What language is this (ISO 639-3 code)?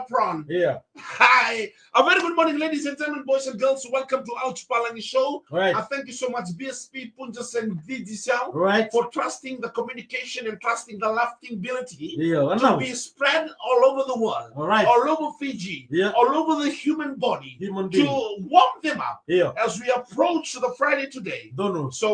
fij